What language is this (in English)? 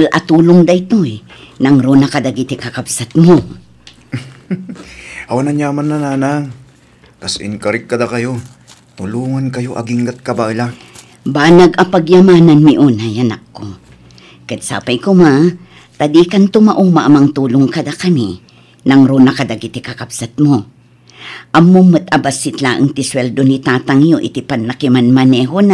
Iloko